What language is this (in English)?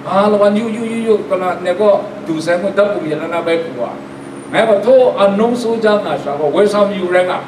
Kachin